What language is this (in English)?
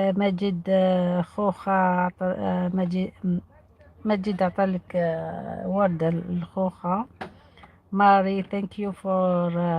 Algerian Arabic